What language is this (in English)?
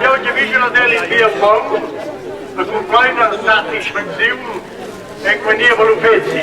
Romansh